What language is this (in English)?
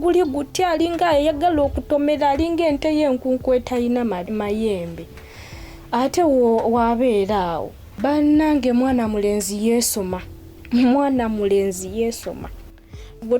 Ganda